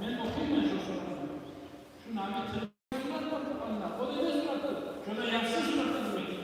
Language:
Kumyk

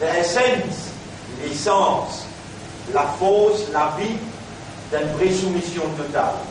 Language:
Morisyen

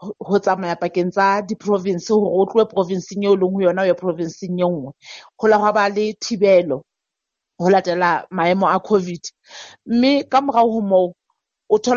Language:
Southern Sotho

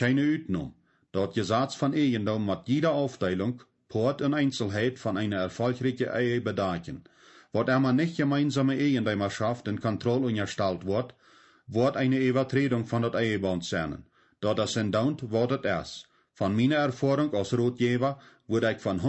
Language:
Plautdietsch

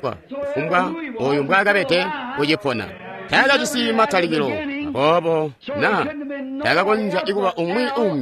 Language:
Tonga (Zambia)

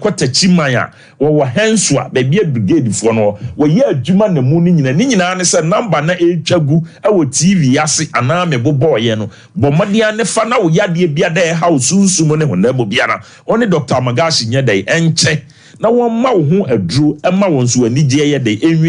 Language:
Akan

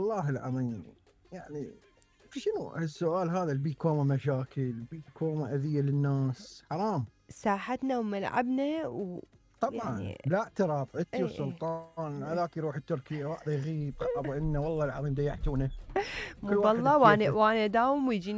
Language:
Mesopotamian Arabic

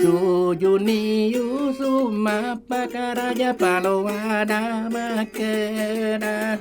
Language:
Buginese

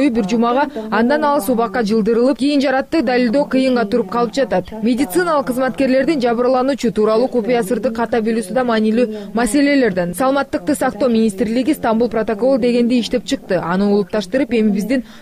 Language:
Kyrgyz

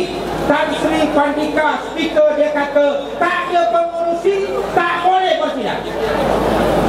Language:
Malay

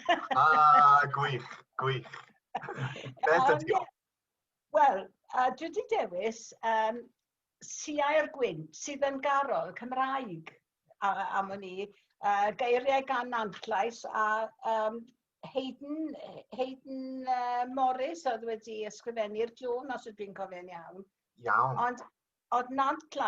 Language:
Welsh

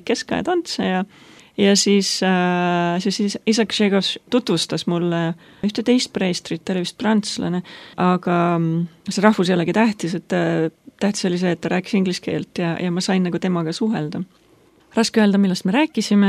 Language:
Estonian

